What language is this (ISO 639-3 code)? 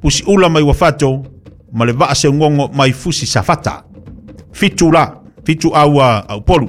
smo